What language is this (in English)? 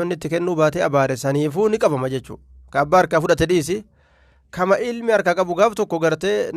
Oromo